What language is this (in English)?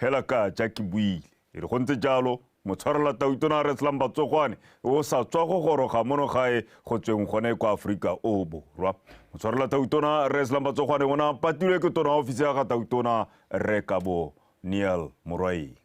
Tswana